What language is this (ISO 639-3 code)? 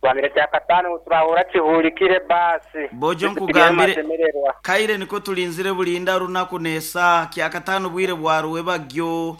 nyo